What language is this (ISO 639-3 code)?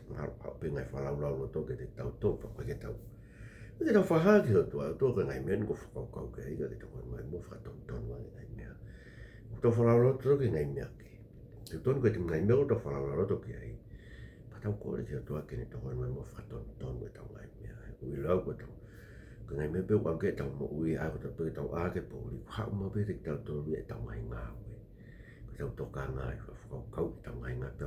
ton